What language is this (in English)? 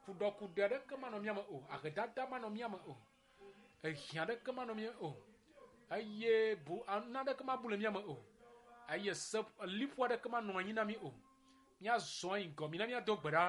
Ewe